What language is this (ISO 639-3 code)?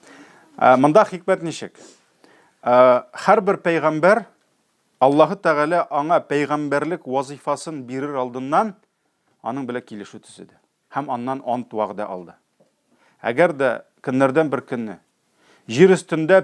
tat